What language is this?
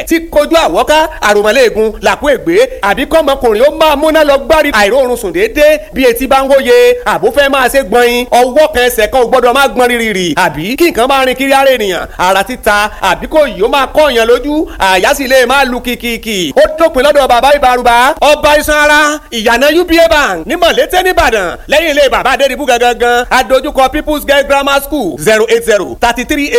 Yoruba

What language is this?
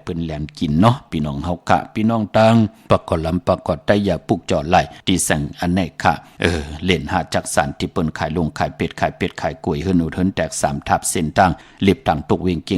Shan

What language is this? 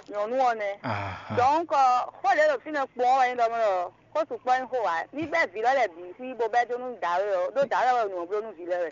Fon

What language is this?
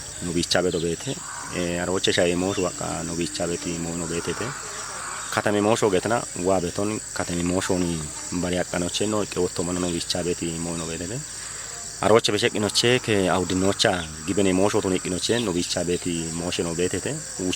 Kafa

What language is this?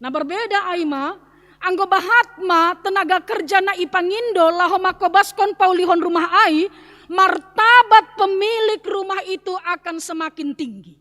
Batak Simalungun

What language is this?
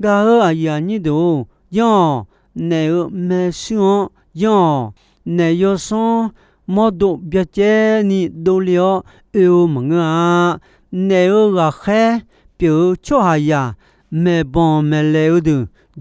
Akha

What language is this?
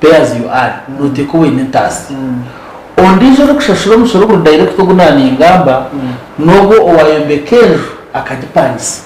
Nyankole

